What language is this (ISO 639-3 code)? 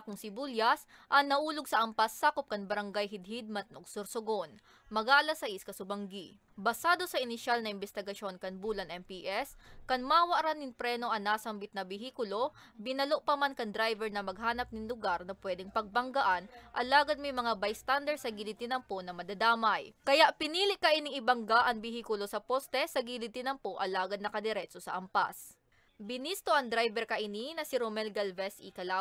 bik